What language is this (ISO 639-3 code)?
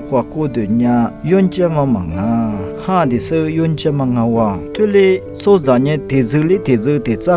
lis